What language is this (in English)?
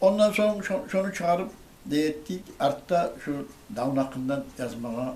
Kumyk